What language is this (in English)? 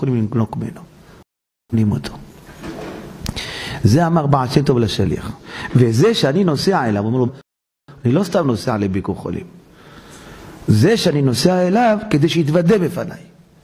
Hebrew